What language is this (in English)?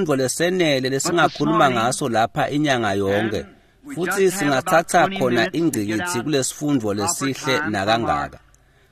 Swati